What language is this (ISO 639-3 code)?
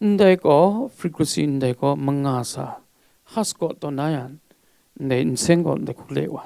kac